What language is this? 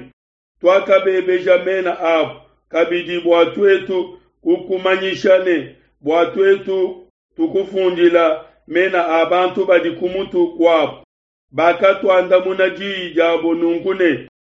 Luba-Lulua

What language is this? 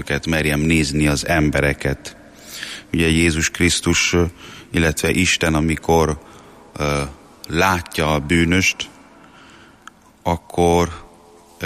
Hungarian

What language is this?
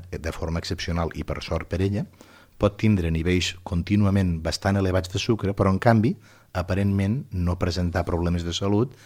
Catalan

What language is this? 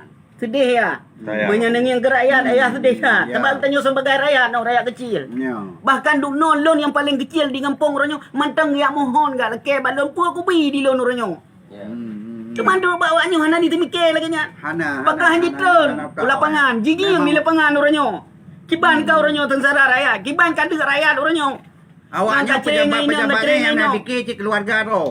Achinese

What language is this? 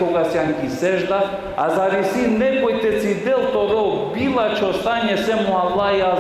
Balkan Romani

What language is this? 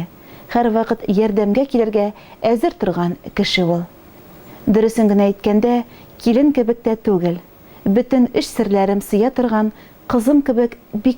Tatar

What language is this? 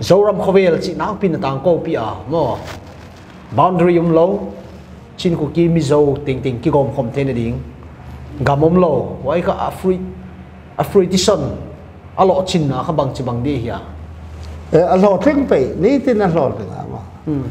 Paite Chin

